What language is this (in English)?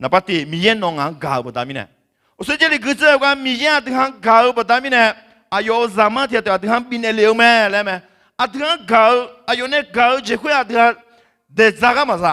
Akha